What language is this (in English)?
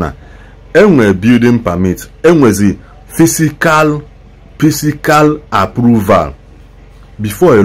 Igbo